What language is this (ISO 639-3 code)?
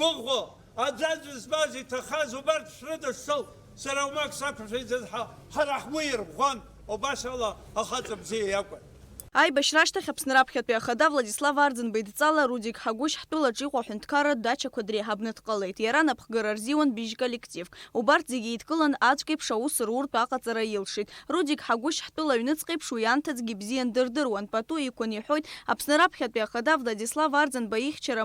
abk